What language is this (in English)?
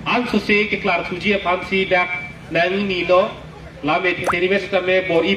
Karbi